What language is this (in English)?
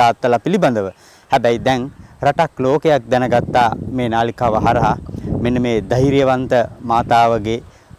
Sinhala